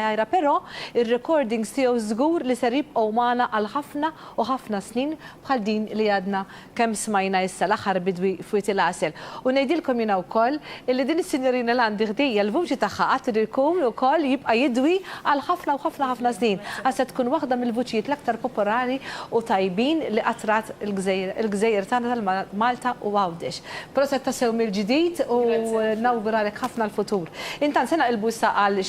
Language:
Maltese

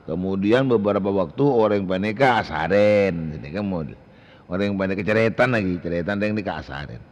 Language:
Madurese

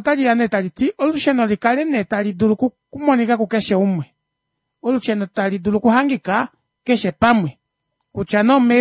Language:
Kuanyama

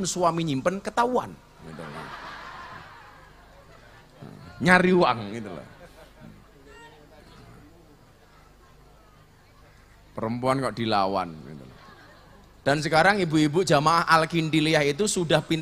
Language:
Indonesian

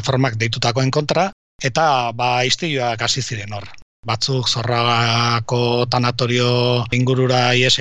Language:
Basque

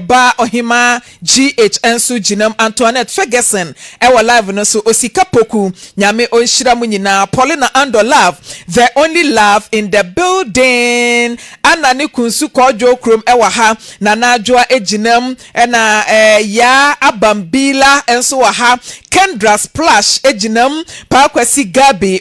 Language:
Akan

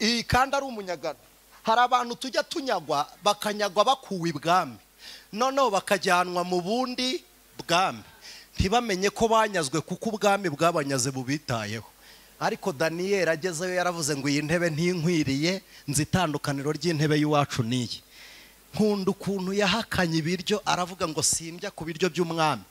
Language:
Kinyarwanda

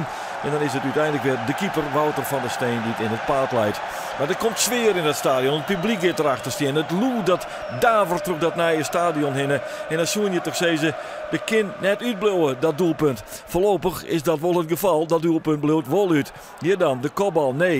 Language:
Western Frisian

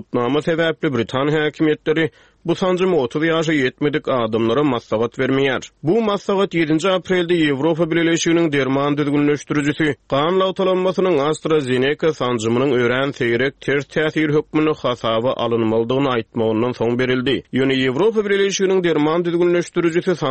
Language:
Turkmen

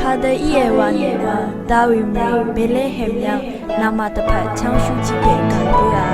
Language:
Rawang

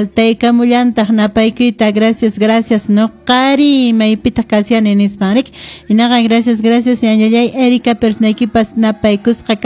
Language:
Quechua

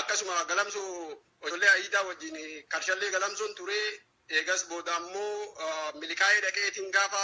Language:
Oromo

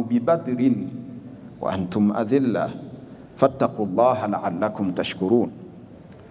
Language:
Swahili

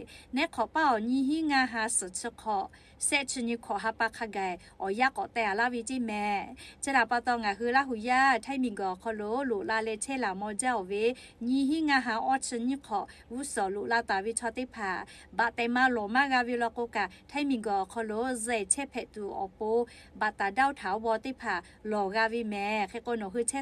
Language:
Lahu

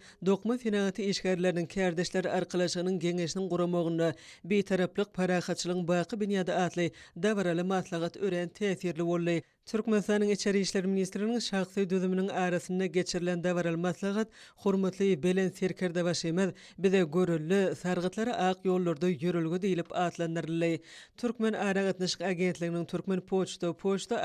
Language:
Turkmen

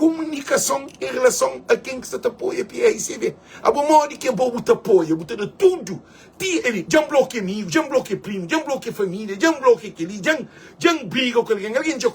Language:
Kabuverdianu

